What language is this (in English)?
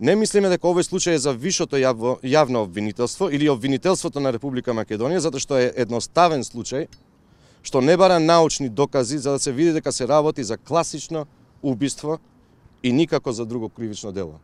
Macedonian